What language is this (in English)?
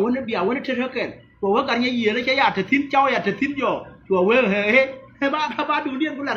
Nuer